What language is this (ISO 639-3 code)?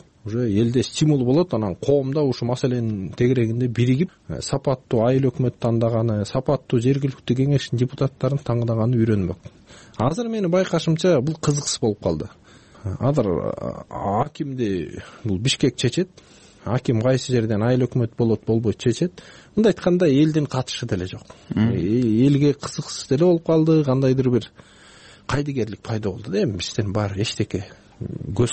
kir